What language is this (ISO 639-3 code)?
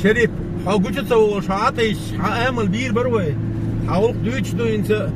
che